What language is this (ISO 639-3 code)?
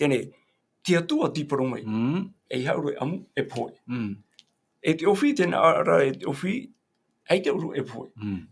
tah